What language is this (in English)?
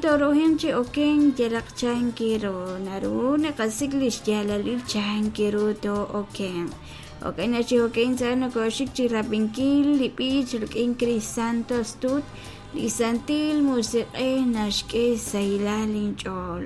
Kekchí